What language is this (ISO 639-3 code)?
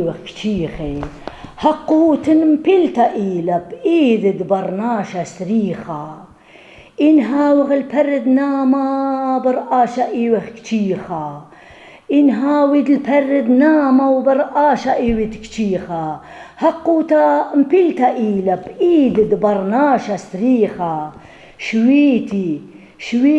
aii